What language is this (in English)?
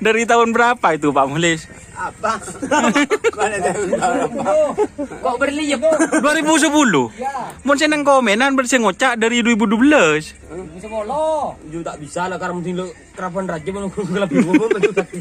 Madurese